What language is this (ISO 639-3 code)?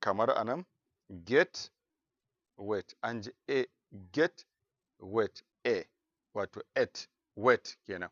hau